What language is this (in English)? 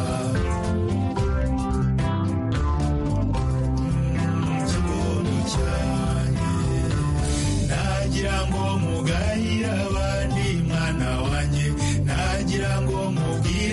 Kinyarwanda